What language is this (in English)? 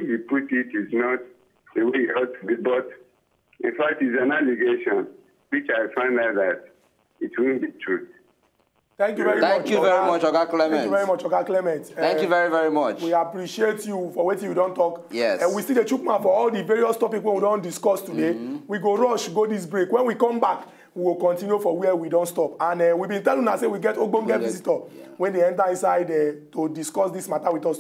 Nigerian Pidgin